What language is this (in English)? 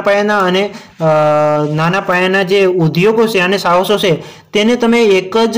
Gujarati